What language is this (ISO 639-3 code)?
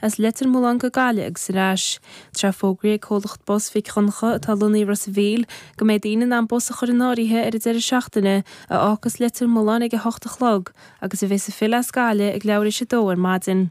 gle